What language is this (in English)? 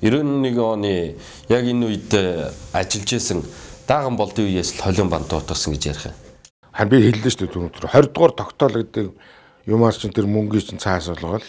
Mongolian